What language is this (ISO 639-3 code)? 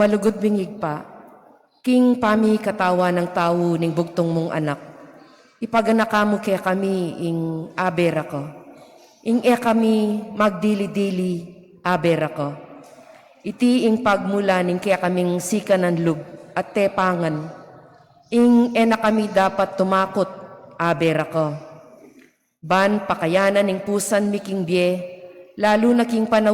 pam